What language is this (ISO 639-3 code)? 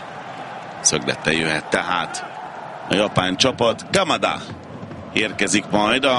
hun